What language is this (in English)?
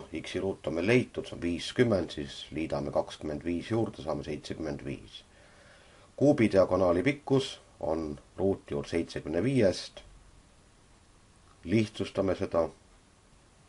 Estonian